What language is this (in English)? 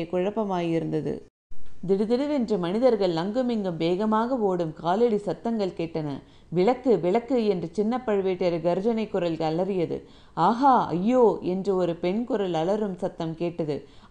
Tamil